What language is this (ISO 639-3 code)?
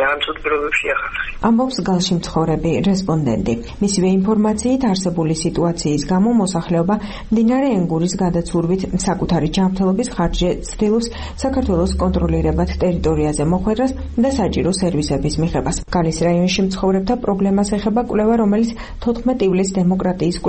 kat